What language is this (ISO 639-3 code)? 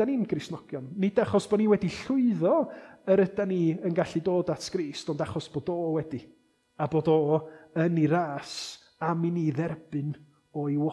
cym